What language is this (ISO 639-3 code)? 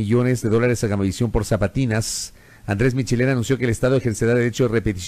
spa